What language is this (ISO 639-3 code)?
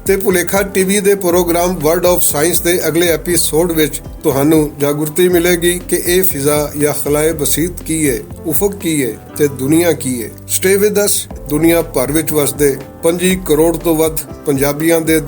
lah